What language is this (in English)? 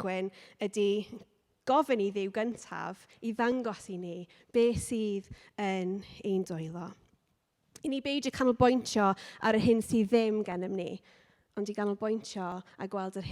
Welsh